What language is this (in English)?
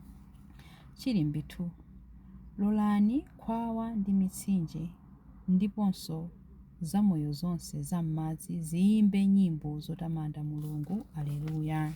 Nyanja